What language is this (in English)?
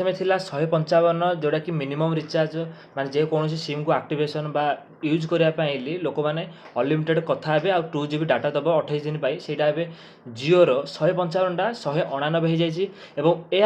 Odia